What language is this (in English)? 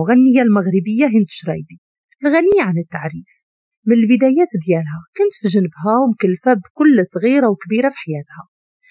Moroccan Arabic